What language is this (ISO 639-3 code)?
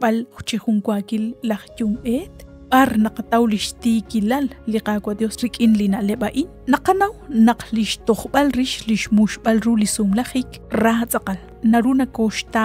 kek